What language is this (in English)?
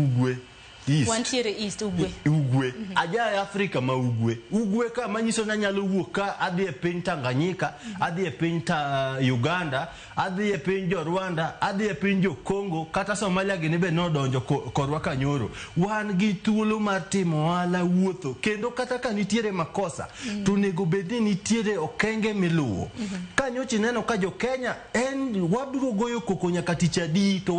Luo (Kenya and Tanzania)